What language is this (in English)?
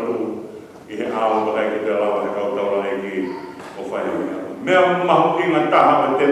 Tongan